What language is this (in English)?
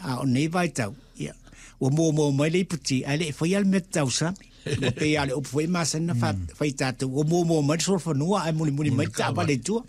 Samoan